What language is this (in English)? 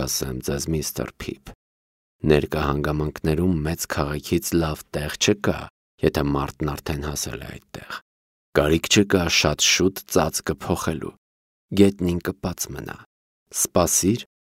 Armenian